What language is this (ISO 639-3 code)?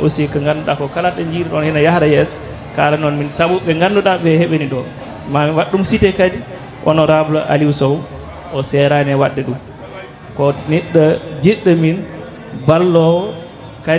ful